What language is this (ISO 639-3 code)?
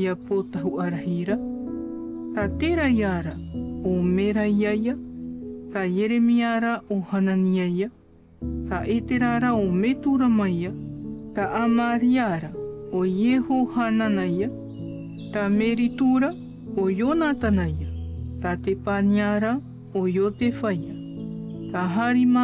tah